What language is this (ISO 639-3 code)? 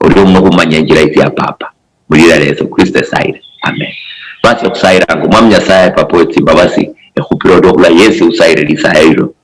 luy